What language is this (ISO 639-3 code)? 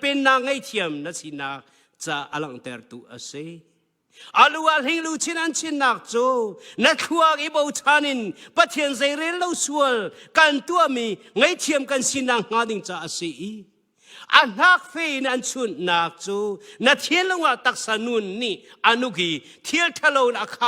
cnh